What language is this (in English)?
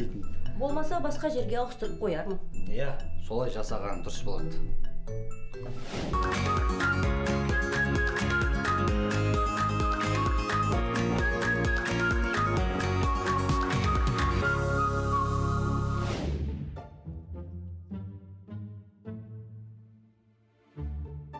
Kazakh